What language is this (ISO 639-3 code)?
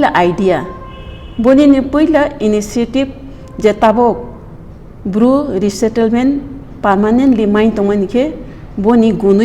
trp